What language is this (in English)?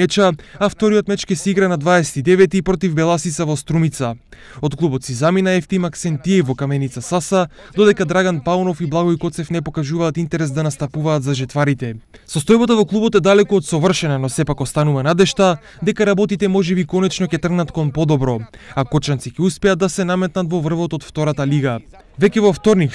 Macedonian